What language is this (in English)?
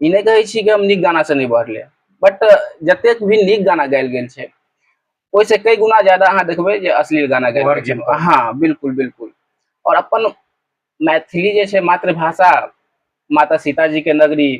Maithili